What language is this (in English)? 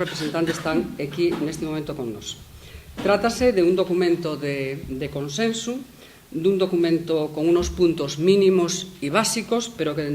Asturian